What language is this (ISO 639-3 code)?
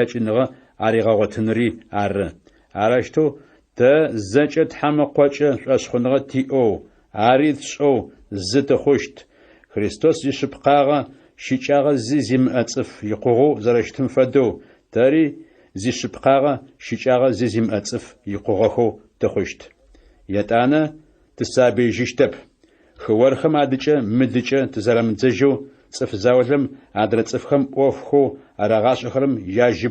ady